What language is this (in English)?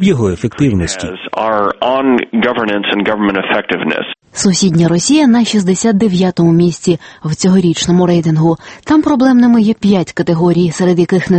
Ukrainian